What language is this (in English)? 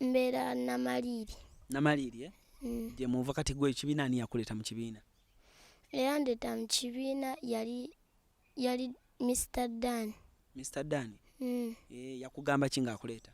Ganda